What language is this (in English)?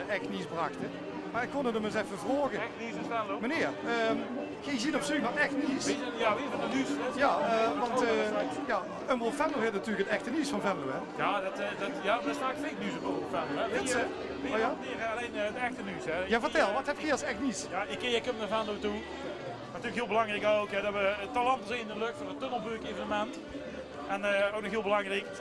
Limburgish